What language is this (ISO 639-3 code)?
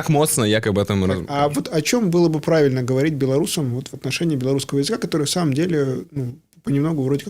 bel